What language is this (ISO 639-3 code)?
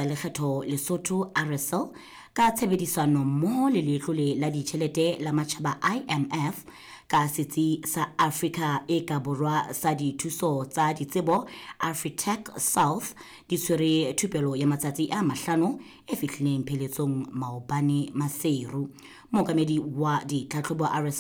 sot